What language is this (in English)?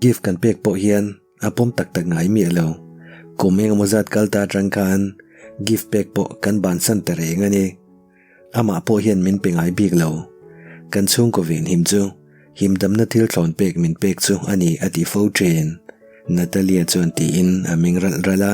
Mizo